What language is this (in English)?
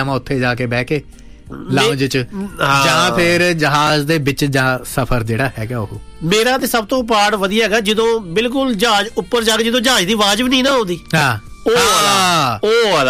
Punjabi